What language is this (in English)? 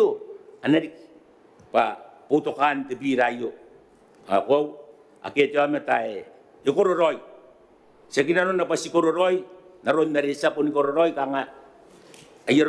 Gilbertese